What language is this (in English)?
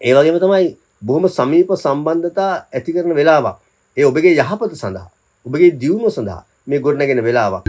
Sinhala